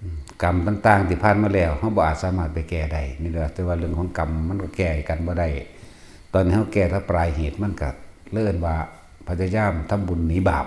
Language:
Northeastern Thai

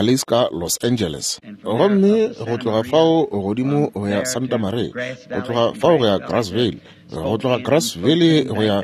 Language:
Northern Sotho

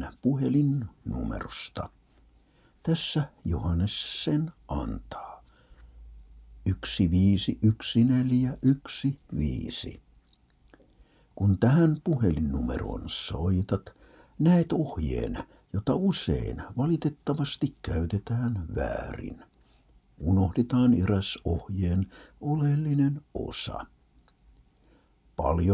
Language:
Finnish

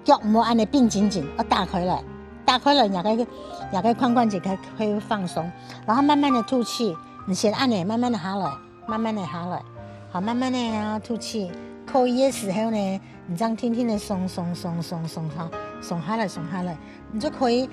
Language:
Hakka Chinese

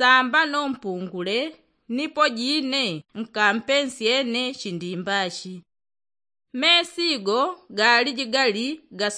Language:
Yao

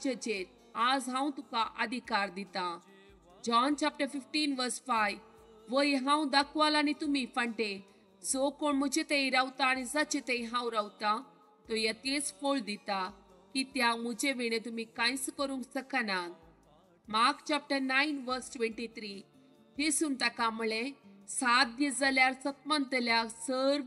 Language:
Konkani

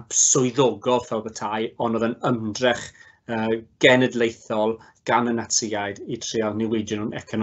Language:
Welsh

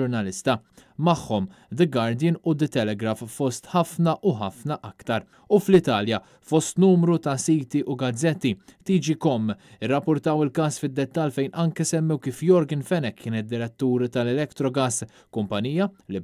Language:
Maltese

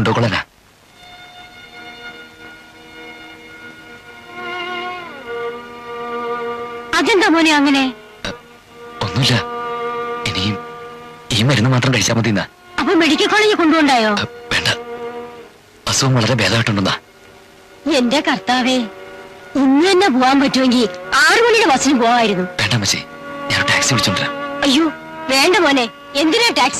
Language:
Malayalam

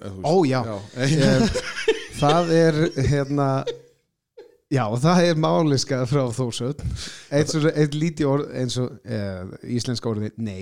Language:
Icelandic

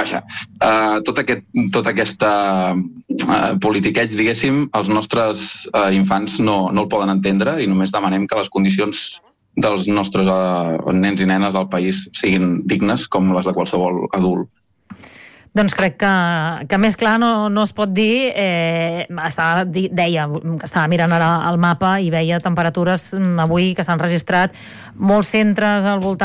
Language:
Catalan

